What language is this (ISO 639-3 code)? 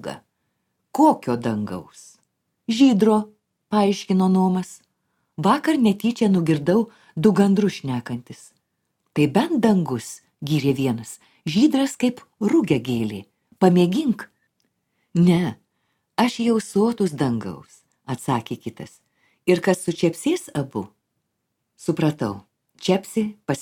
lit